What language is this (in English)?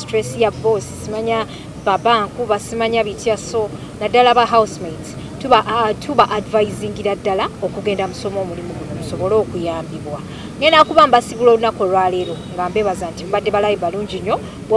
Ganda